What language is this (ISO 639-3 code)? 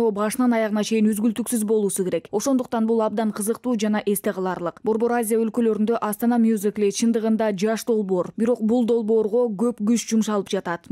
kir